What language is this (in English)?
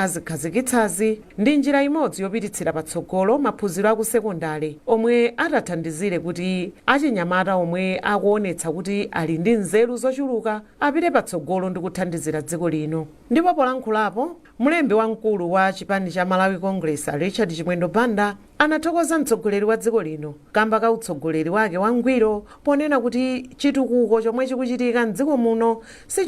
Nyanja